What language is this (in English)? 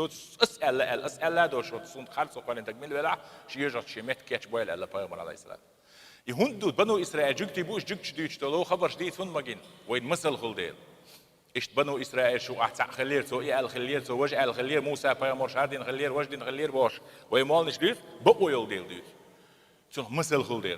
Chechen